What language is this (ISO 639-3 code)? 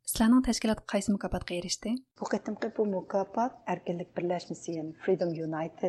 uig